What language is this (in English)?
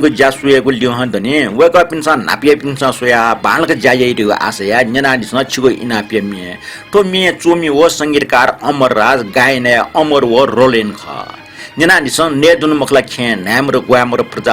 Newari